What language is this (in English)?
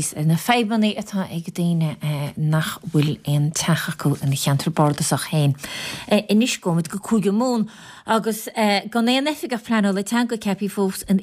Irish